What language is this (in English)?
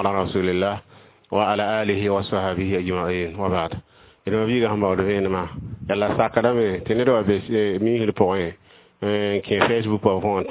Mossi